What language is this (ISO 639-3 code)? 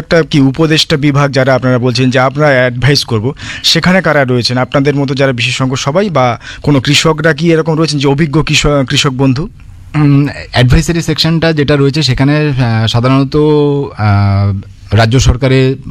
ben